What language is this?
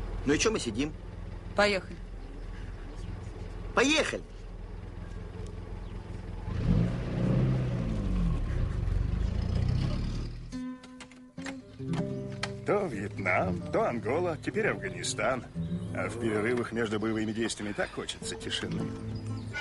Russian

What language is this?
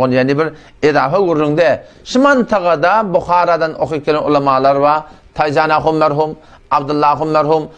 Turkmen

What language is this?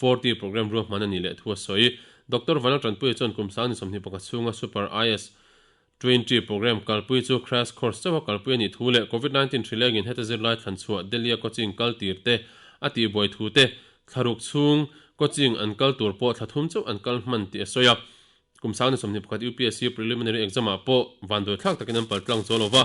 Mizo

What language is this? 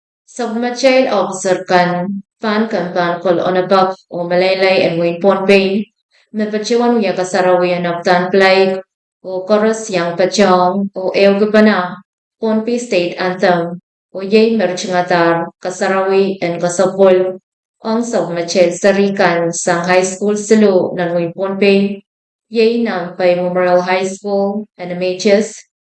Pohnpeian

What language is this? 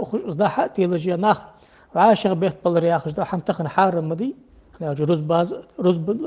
Ingush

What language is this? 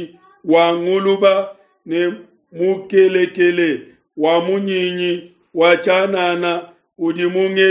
Luba-Lulua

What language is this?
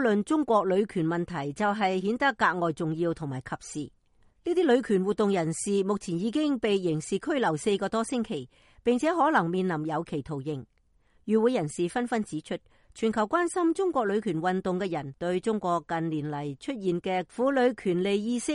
Cantonese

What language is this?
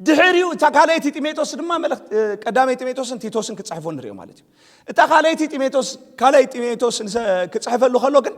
Tigrinya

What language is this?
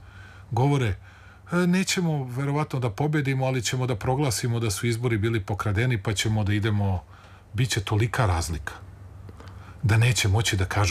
Serbian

